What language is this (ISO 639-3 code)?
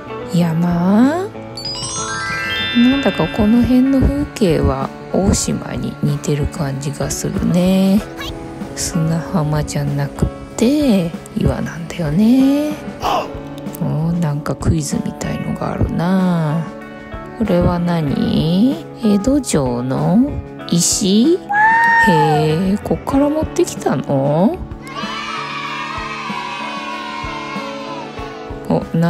jpn